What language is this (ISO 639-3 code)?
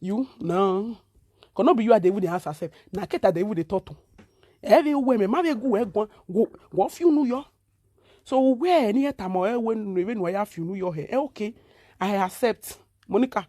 pcm